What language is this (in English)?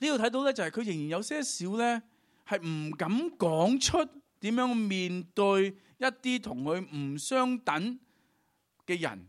Cantonese